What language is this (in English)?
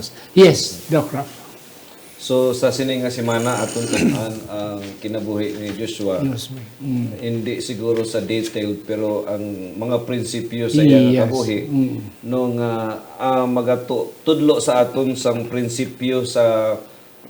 Hiligaynon